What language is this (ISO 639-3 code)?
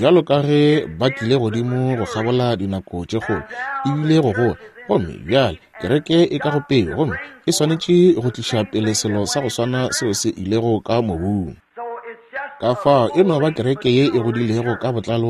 nso